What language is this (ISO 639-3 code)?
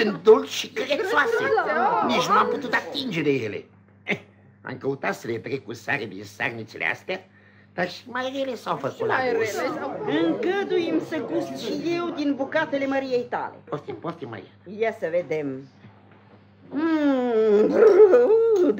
ron